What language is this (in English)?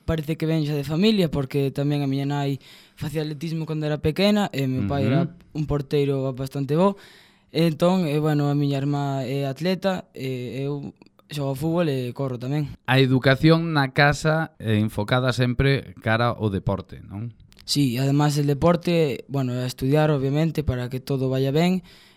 Galician